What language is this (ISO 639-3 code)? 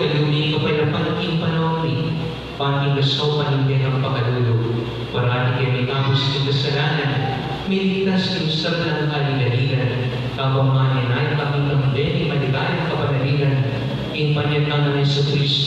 pam